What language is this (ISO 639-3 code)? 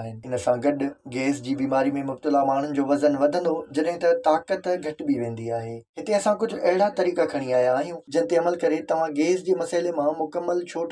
snd